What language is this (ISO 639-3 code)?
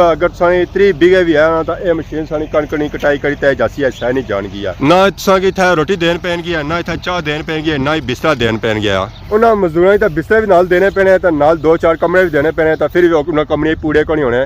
phr